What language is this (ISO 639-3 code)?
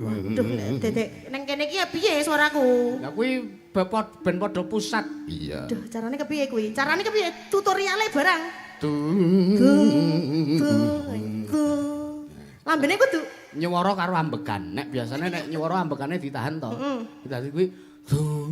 jav